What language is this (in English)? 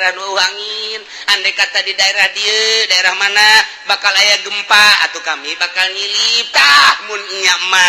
Sundanese